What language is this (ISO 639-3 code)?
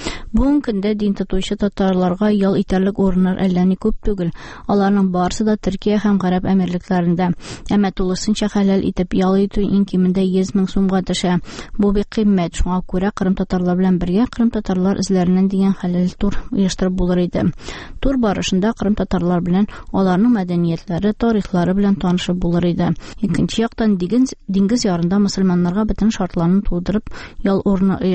tat